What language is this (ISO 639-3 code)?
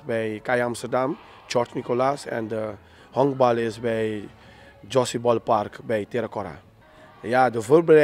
nld